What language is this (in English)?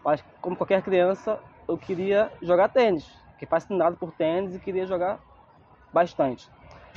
Portuguese